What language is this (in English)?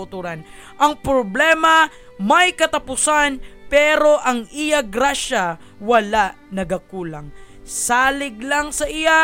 Hiligaynon